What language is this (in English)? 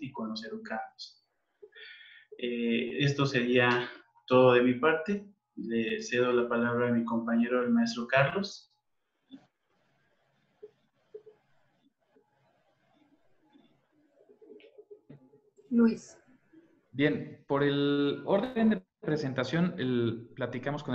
Spanish